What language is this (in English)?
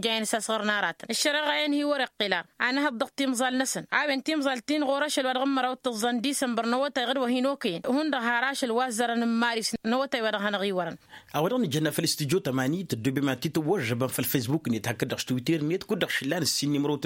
Tamasheq